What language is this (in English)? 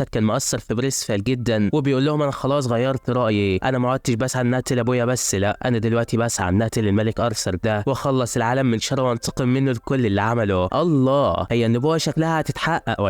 Egyptian Arabic